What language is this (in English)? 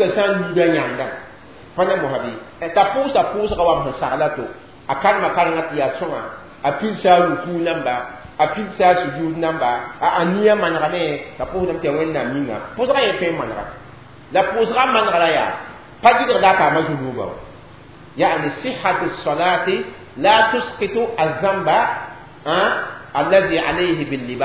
Mossi